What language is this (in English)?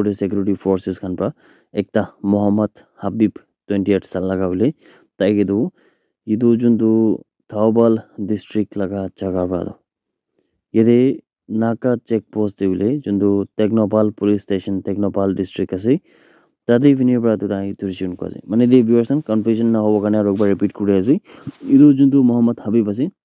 Naga Pidgin